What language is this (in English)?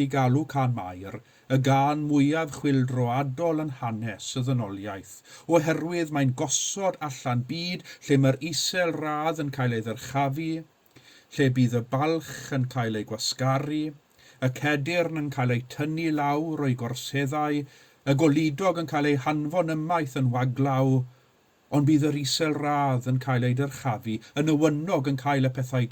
Welsh